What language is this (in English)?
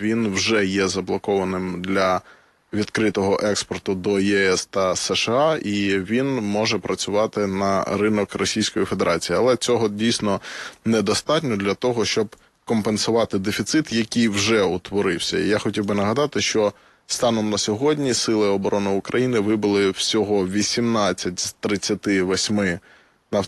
Ukrainian